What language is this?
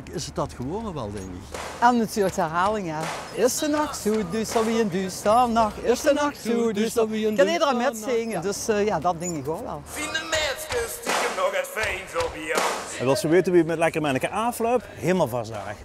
Limburgish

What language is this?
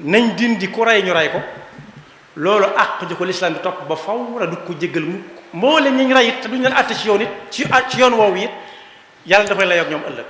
Wolof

